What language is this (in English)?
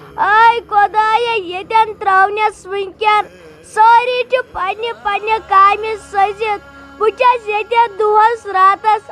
Kashmiri